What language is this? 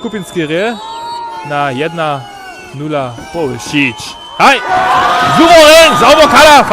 Upper Sorbian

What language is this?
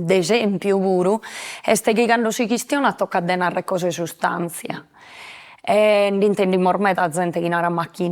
Sardinian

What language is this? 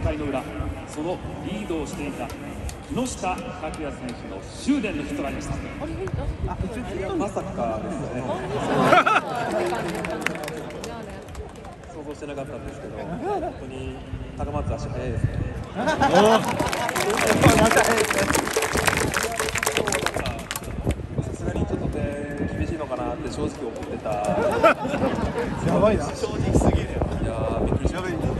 Japanese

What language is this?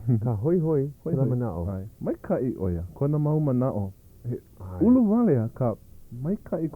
Hawaiian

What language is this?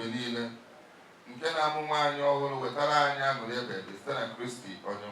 Igbo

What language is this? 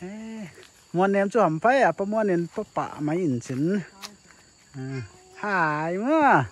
Paite Chin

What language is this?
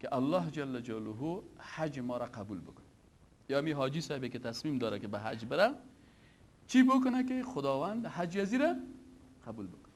Persian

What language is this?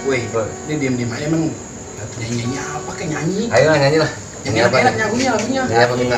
Betawi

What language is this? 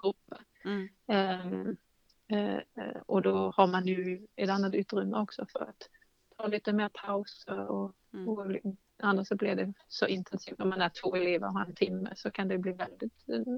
Swedish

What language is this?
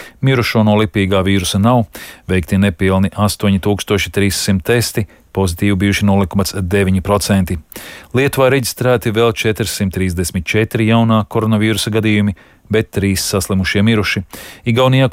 Latvian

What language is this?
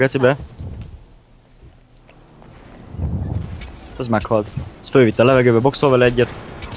Hungarian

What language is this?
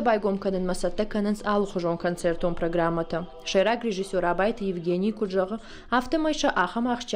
Ossetic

